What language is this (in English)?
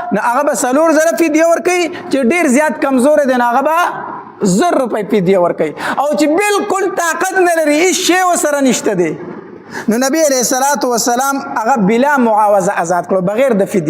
Pashto